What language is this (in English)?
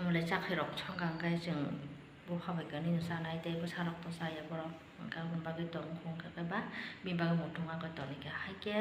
Kok Borok